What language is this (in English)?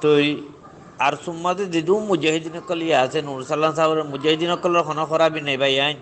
Rohingya